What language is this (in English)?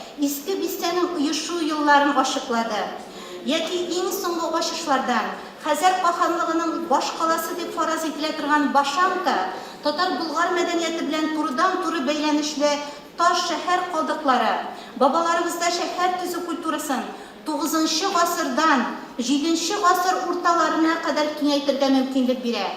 Tatar